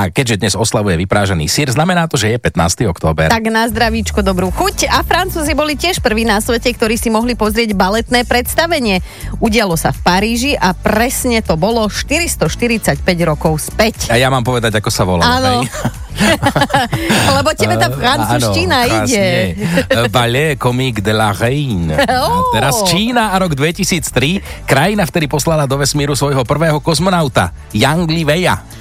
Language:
Slovak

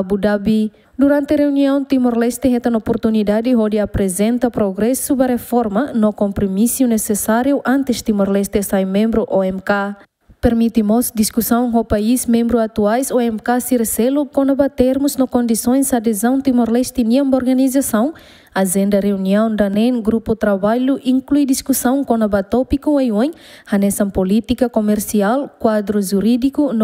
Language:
Tetum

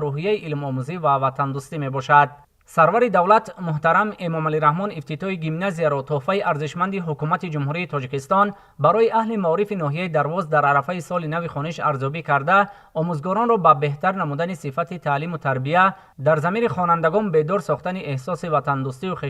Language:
Tajik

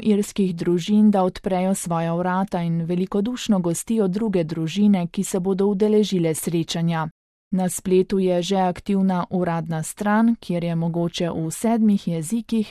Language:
Slovenian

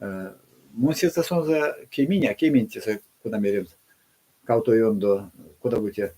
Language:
Erzya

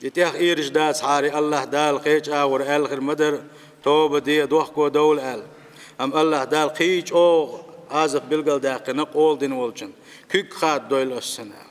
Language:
Chechen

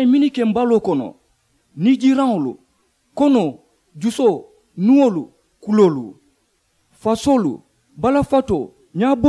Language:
Mandingo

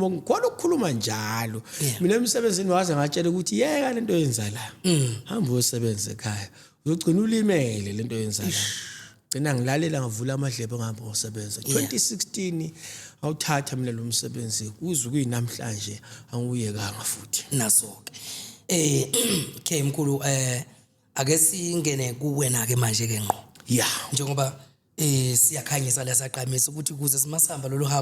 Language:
Zulu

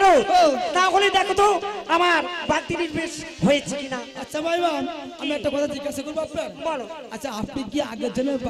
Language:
Bangla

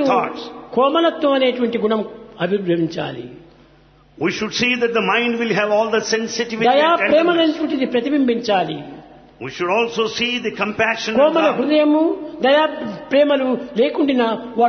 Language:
Telugu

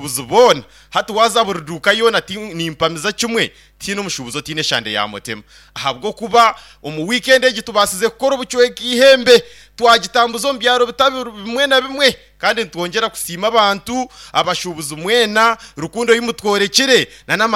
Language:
Nyankole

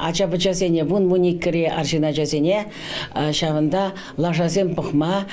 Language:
Chuvash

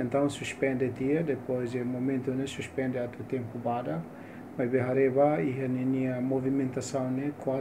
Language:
Tetum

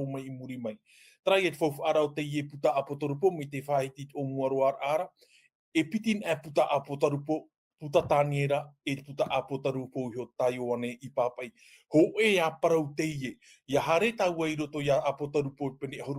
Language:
Tahitian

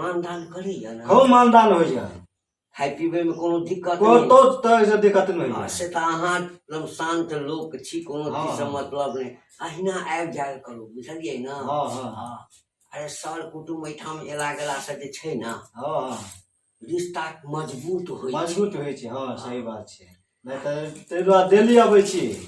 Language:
Maithili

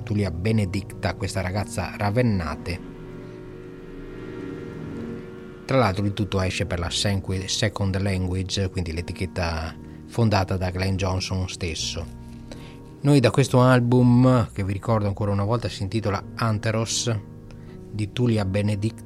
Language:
Italian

